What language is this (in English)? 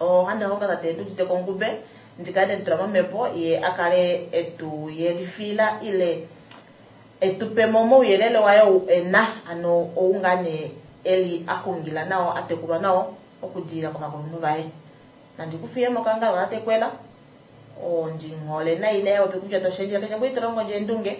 Kuanyama